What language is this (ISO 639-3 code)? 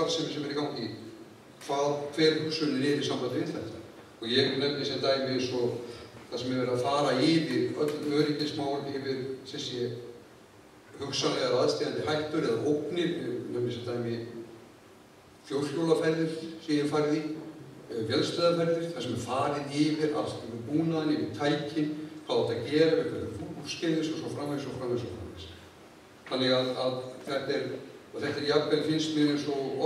isl